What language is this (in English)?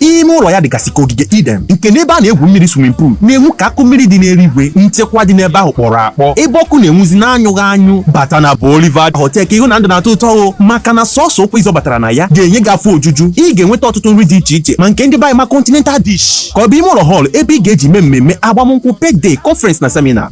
Igbo